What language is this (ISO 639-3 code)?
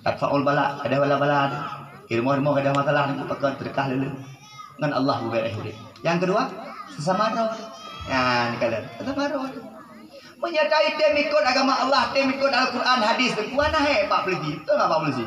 ace